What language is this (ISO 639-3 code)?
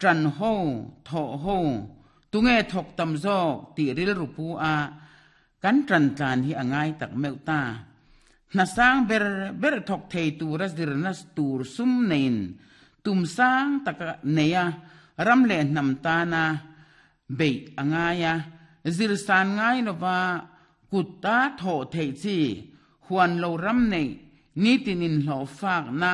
lus